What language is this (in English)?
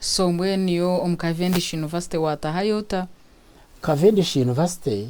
Nyankole